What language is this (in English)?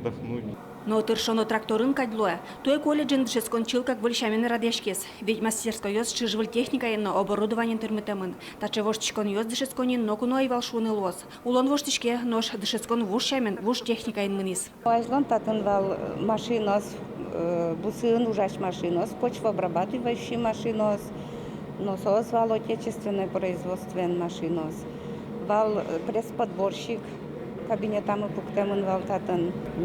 Udmurt